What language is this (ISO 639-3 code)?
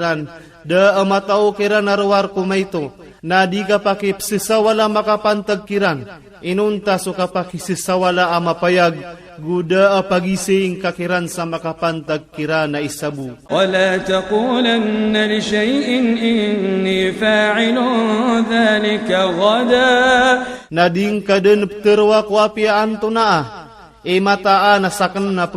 ilp